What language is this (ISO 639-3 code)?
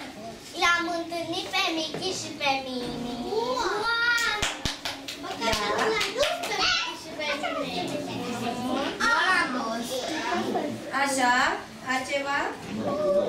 ron